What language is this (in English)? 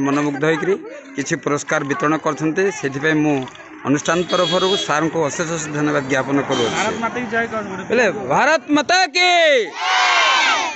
Odia